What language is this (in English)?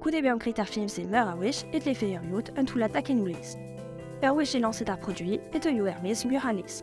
Breton